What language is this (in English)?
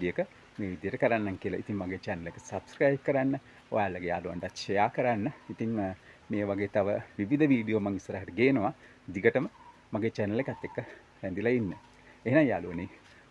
Sinhala